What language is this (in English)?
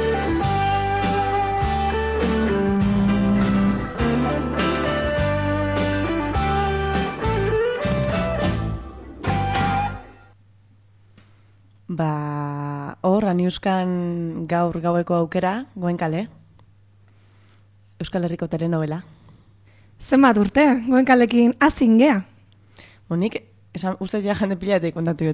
Basque